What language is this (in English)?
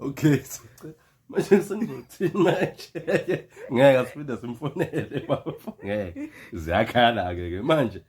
Zulu